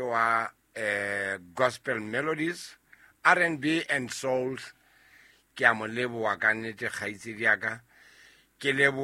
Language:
Southern Sotho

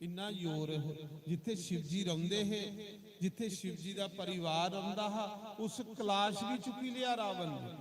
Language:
Dogri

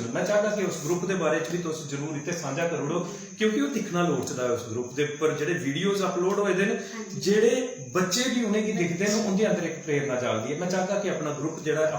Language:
Dogri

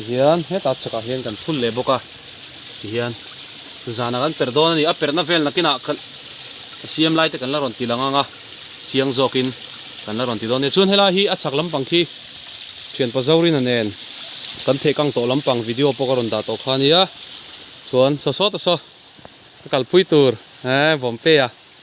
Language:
Mizo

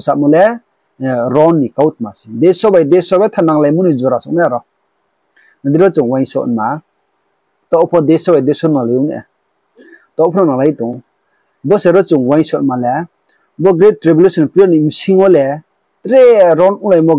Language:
Riang (India)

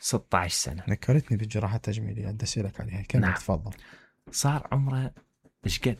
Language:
Mesopotamian Arabic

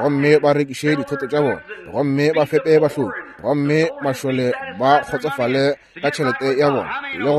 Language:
Northern Sotho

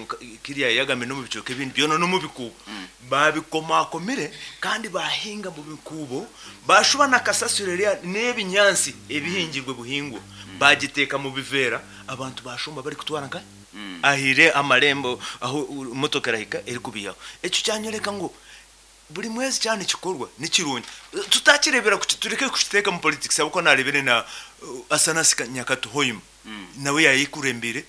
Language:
Nyankole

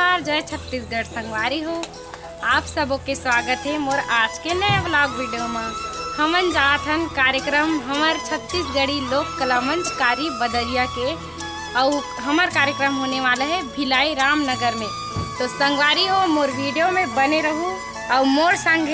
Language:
Chhattisgarhi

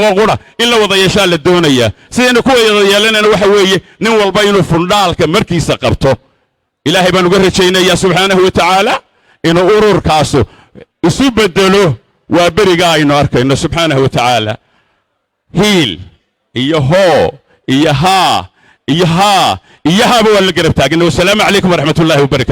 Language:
Somali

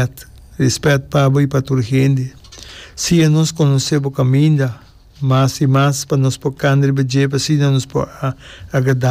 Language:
Papiamento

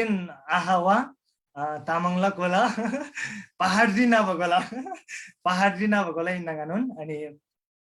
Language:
Eastern Tamang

